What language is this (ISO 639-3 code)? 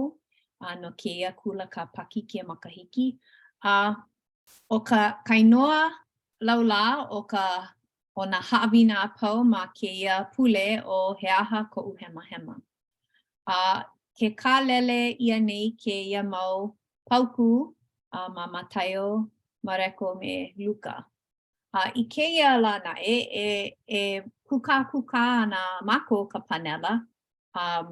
haw